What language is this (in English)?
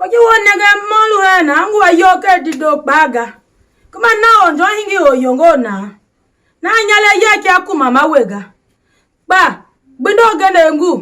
Tiv